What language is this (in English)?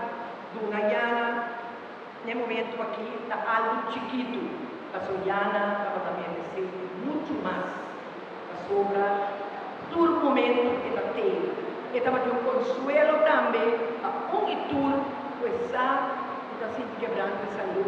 Papiamento